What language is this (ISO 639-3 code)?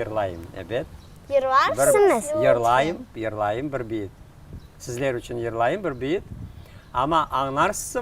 crh